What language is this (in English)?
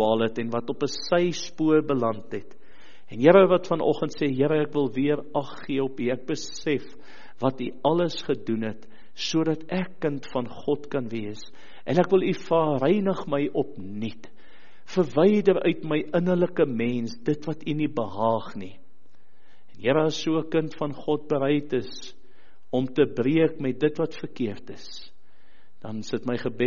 Afrikaans